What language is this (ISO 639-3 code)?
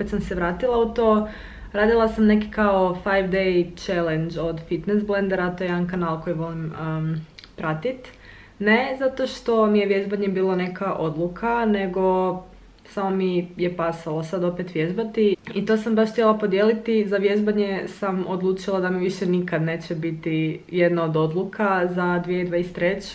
hrv